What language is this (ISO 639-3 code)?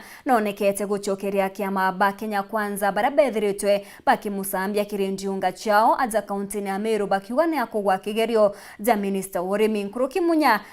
mer